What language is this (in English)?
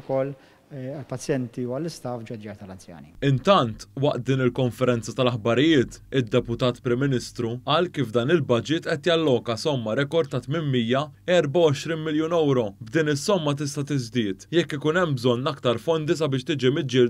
Maltese